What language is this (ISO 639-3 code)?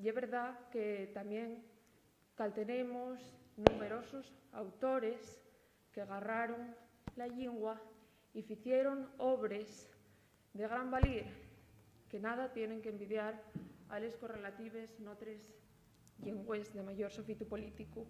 ast